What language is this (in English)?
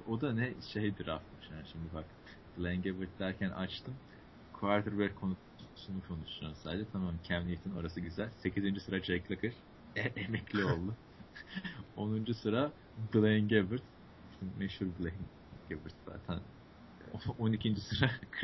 Turkish